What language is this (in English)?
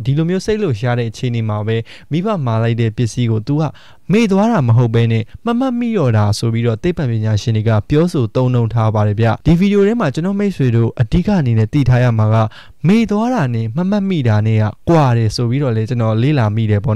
Burmese